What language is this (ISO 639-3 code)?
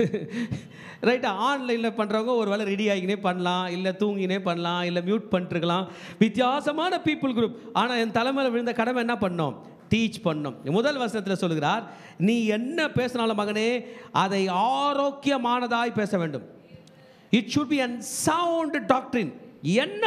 tam